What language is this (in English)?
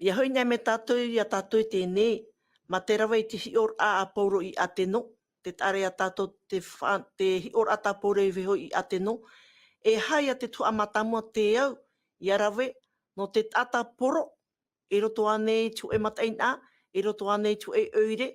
Tahitian